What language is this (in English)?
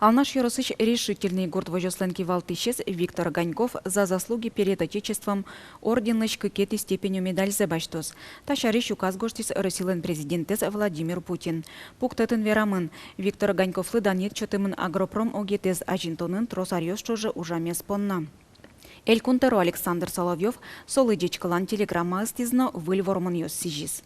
Udmurt